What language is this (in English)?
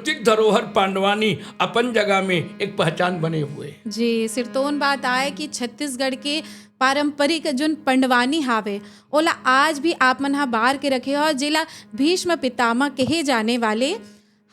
Chhattisgarhi